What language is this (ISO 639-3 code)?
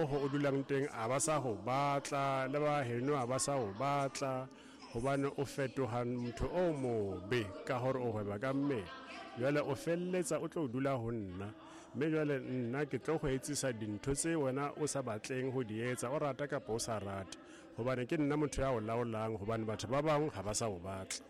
sot